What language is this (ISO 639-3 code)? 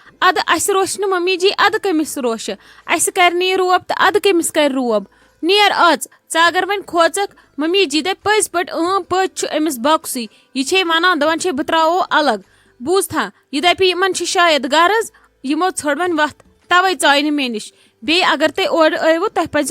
kas